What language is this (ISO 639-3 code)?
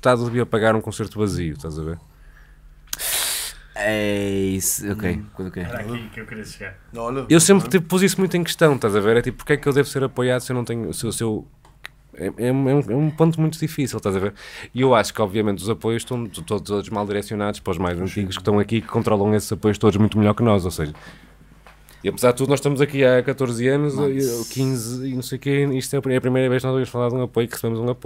por